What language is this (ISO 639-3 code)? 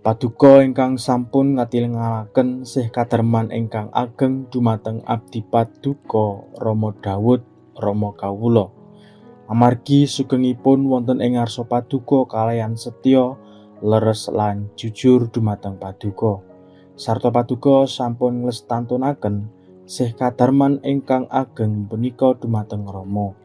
jav